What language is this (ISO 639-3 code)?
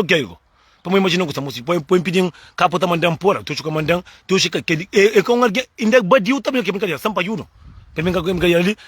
kea